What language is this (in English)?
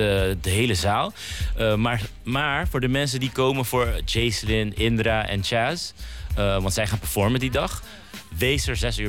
Dutch